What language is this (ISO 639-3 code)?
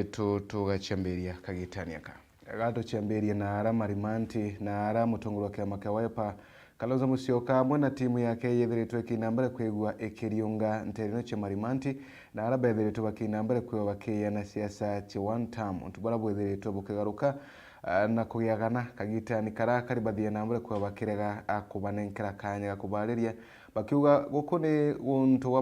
mer